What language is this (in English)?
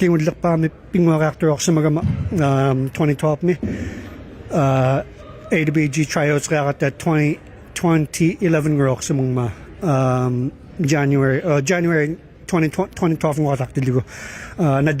Inuktitut